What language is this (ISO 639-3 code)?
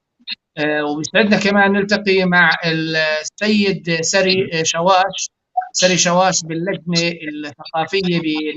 apc